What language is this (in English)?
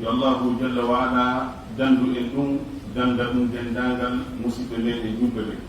Fula